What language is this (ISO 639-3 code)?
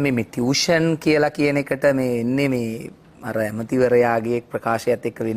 sin